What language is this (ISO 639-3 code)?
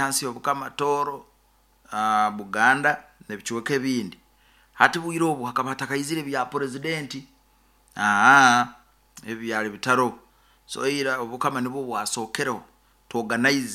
nyo